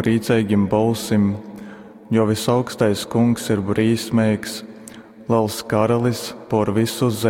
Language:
Latgalian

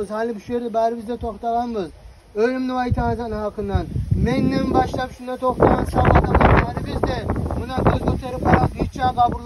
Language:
Kumyk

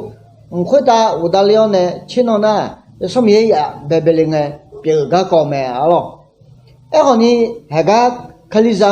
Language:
Akha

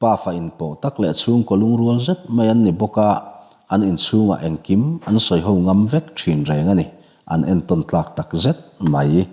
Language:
Mizo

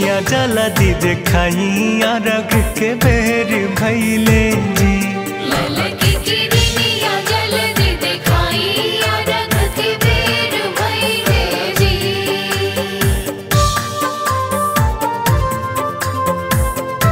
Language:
Bhojpuri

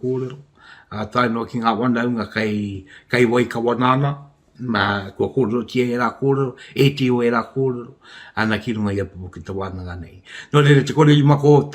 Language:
Māori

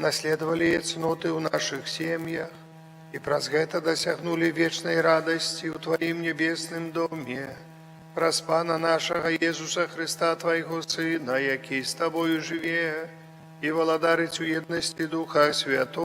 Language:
Belarusian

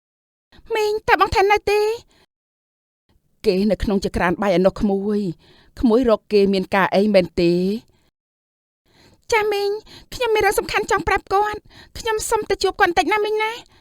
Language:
Khmer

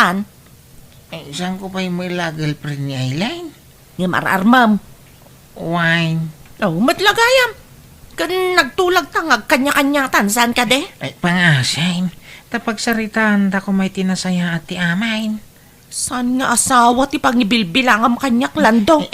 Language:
Iloko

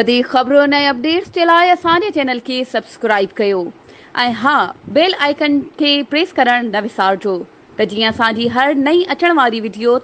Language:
Sindhi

